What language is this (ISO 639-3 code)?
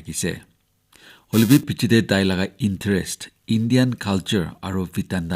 nag